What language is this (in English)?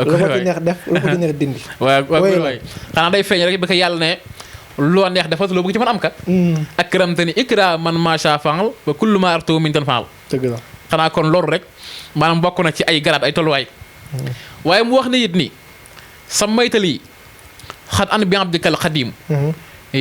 Wolof